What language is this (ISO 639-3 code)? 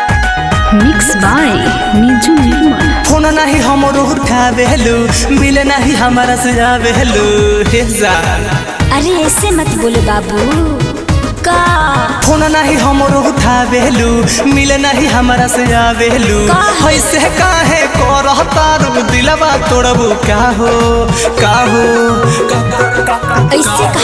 bho